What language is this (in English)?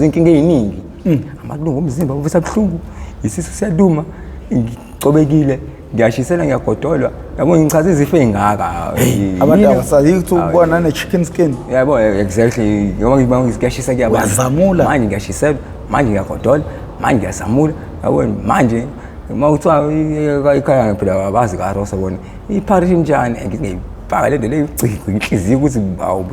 Zulu